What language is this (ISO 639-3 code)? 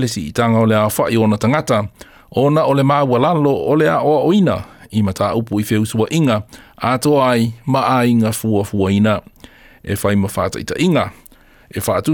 smo